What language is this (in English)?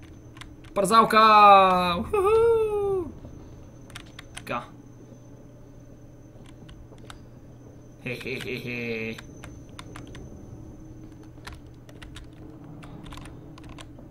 Bulgarian